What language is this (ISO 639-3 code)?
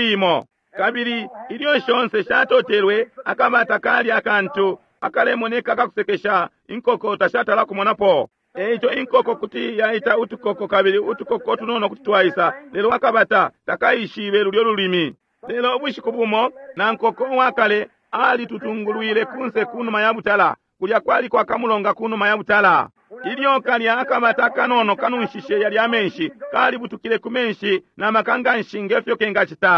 bem